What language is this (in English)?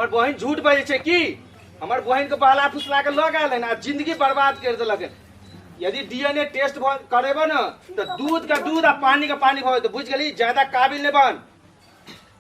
Maithili